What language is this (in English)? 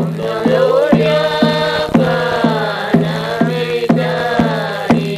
Paite Chin